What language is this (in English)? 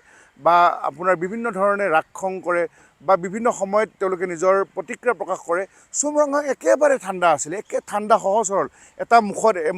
Assamese